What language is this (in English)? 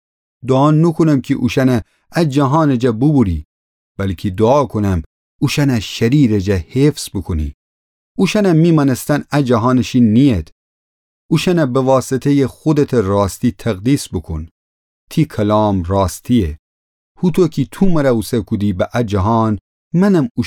Gilaki